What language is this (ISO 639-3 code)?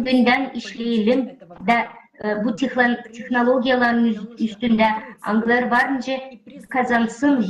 gag